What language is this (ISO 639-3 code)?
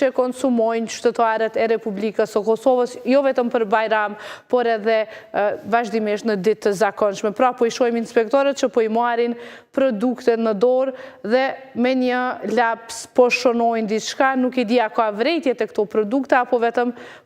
sqi